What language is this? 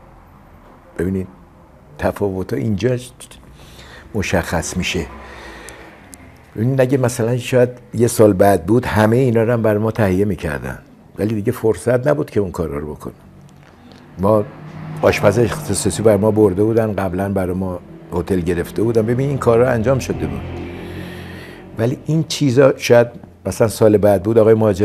Persian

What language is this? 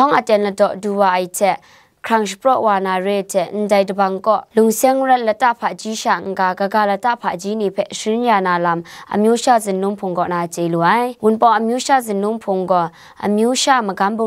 Kachin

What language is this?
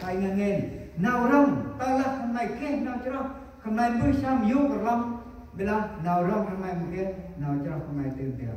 Central Mnong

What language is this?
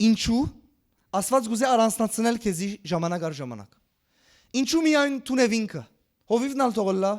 Western Armenian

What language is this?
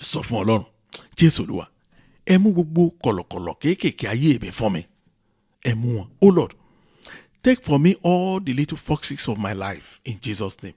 Yoruba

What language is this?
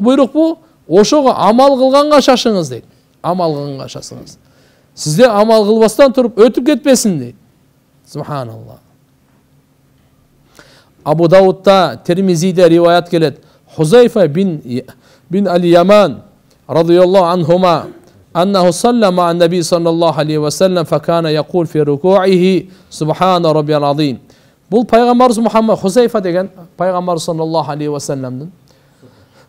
Kyrgyz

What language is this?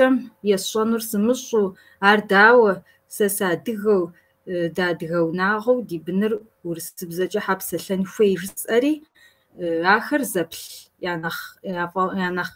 Kabardian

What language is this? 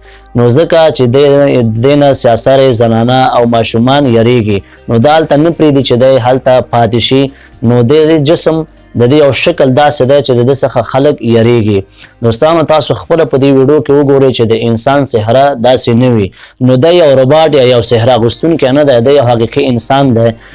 Pashto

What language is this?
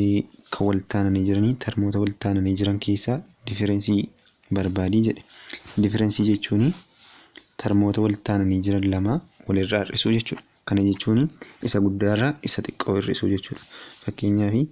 Oromo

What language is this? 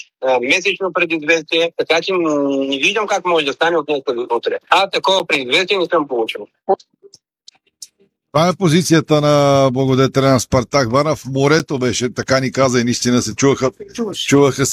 Bulgarian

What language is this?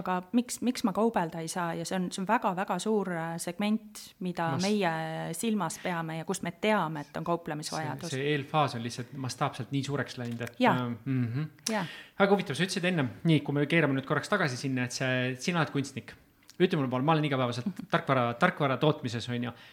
Estonian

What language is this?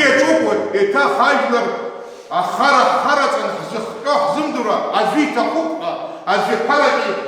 Abkhazian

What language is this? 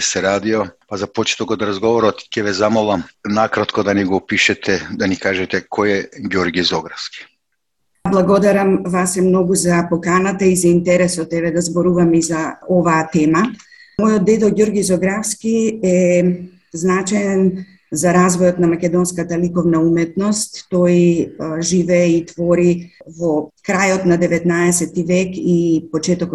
Macedonian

